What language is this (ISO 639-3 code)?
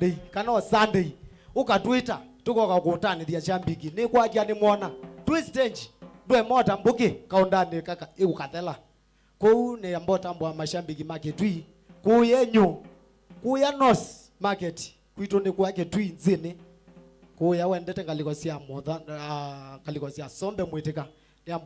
kam